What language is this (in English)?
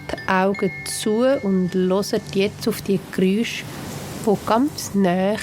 Swiss German